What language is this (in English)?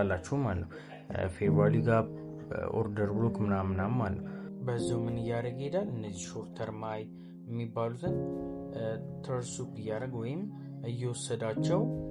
Amharic